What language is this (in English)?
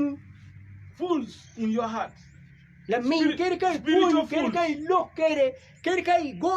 Acoli